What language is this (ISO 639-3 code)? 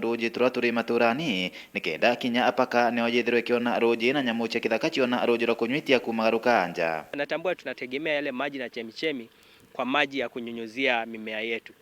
mer